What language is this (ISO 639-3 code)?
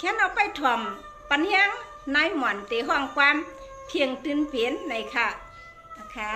shn